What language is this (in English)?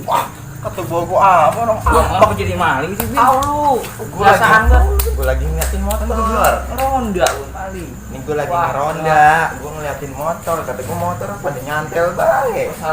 Betawi